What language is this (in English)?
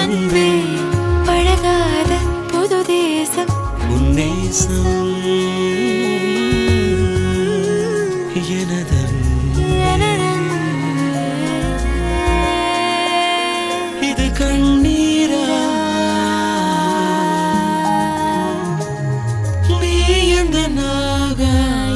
Tamil